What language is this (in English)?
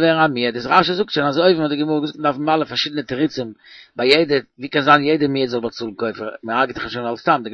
Yiddish